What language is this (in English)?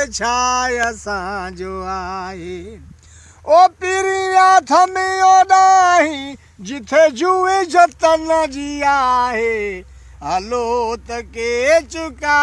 Sindhi